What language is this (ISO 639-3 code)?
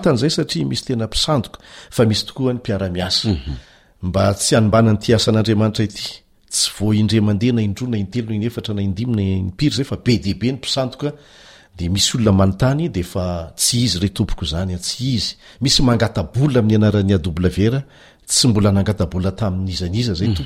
mlg